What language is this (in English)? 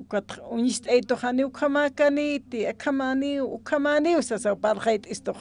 Aymara